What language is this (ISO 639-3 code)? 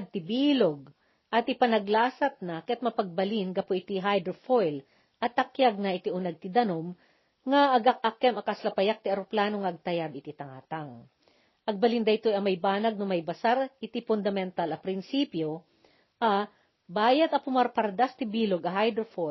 ilo